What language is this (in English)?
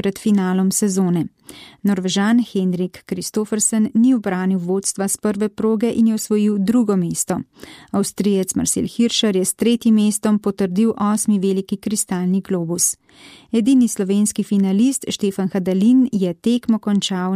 Slovenian